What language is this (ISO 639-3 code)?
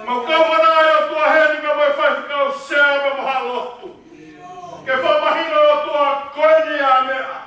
ton